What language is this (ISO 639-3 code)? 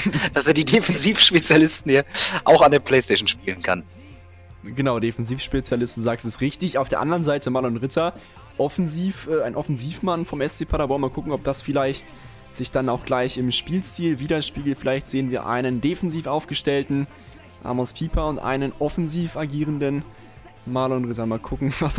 deu